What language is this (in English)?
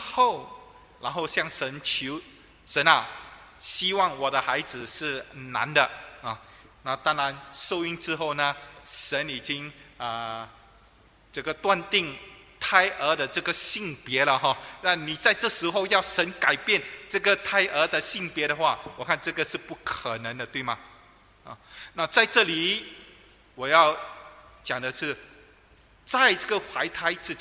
Chinese